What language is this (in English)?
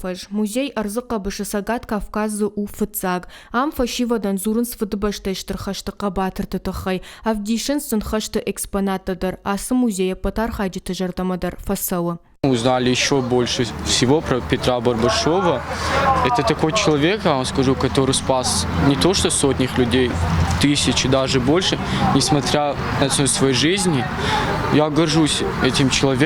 Ossetic